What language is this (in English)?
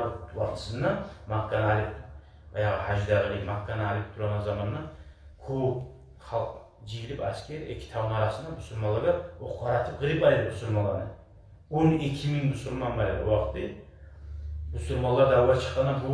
Kumyk